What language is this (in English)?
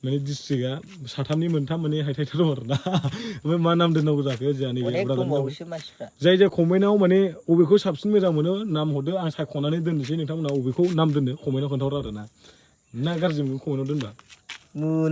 Bodo